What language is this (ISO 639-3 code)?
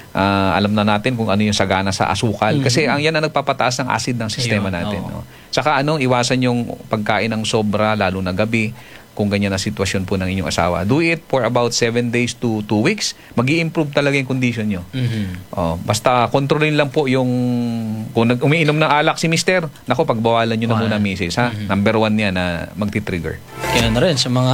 fil